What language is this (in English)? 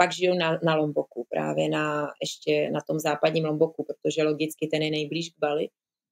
Czech